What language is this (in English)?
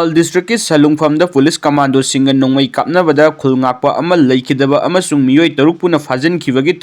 Manipuri